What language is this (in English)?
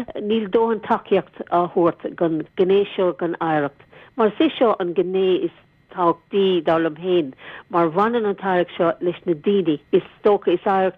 Irish